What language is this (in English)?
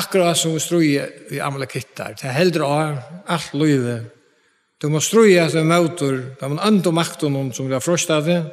Faroese